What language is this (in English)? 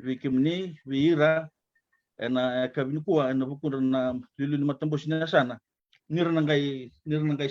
Fijian